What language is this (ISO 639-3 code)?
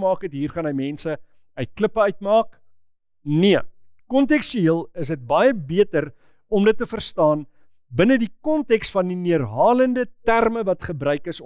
afr